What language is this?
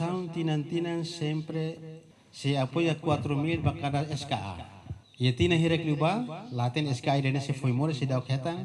Tetum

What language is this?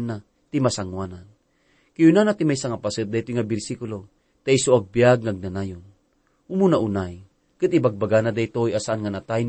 Iloko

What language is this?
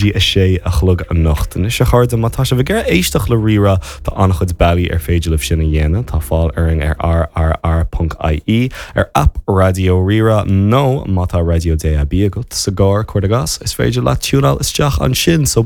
Irish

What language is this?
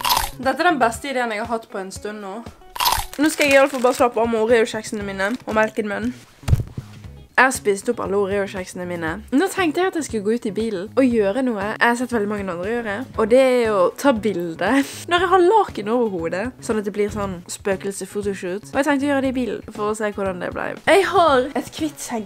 Norwegian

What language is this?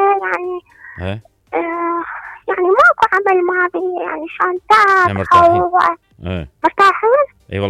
Mesopotamian Arabic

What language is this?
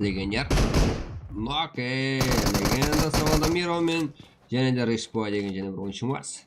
Kara-Kalpak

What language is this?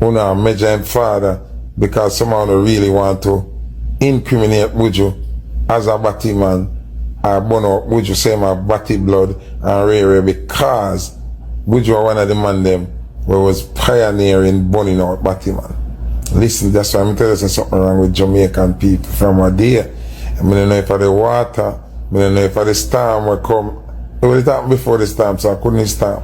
Jamaican Creole English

